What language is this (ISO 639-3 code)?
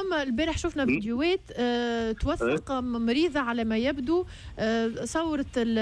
aeb